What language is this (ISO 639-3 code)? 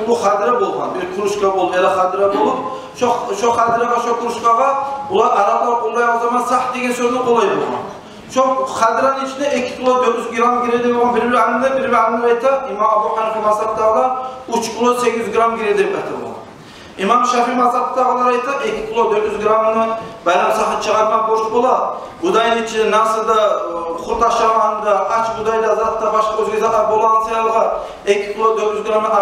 kum